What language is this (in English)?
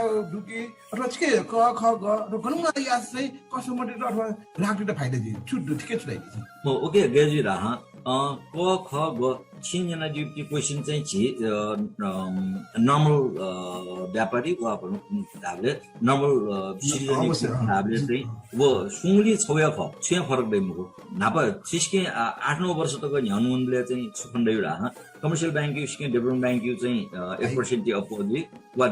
Newari